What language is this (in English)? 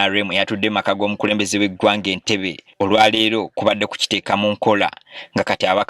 Ganda